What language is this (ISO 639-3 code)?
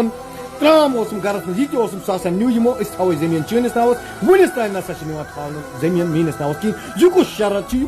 kas